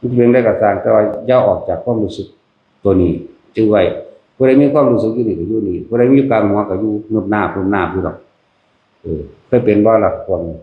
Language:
Northeastern Thai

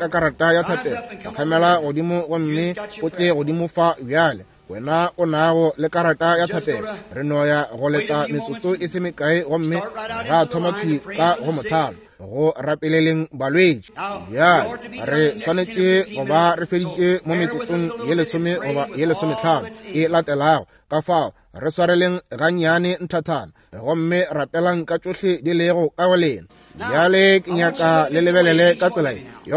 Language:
Northern Sotho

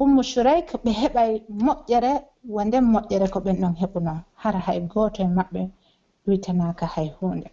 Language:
Pular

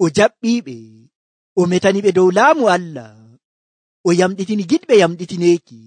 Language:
Nigerian Fulfulde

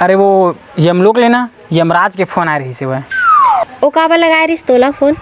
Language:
Chhattisgarhi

